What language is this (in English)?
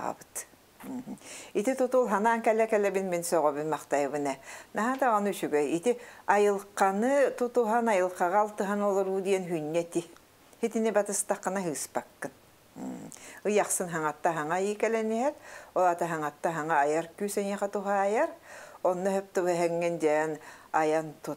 Yakut